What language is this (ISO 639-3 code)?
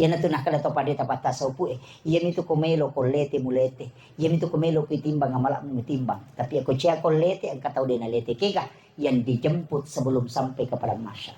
bug